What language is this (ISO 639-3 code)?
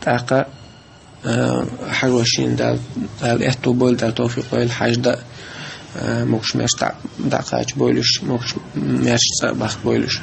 che